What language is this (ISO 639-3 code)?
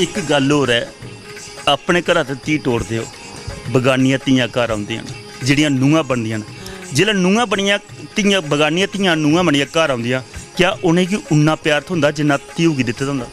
doi